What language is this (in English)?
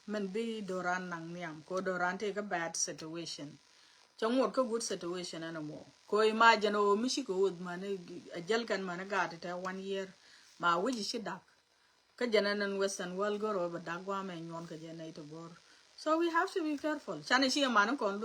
Nuer